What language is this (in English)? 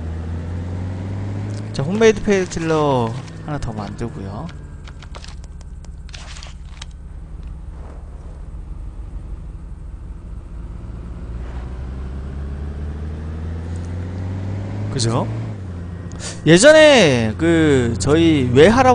Korean